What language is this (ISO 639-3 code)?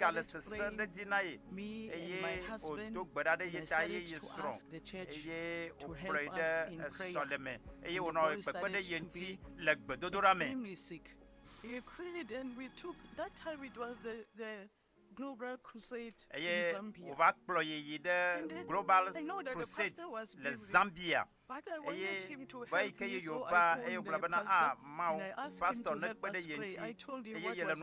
ewe